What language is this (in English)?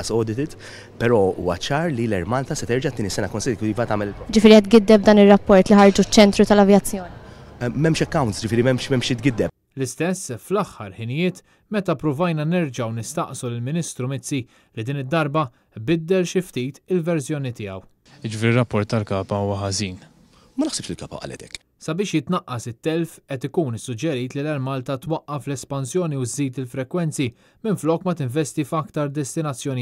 Maltese